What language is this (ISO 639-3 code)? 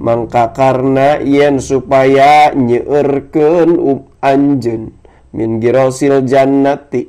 sun